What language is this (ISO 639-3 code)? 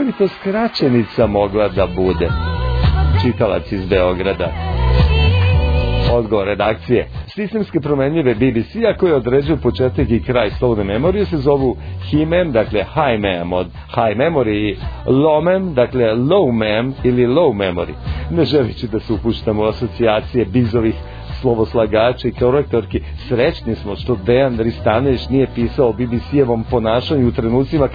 srp